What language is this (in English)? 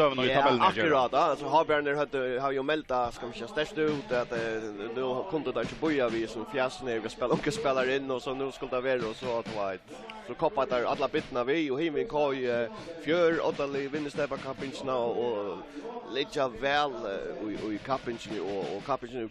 Faroese